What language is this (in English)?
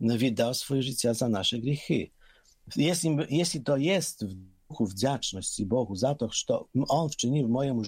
Polish